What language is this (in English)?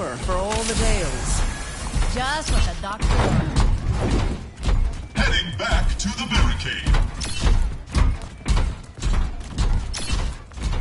English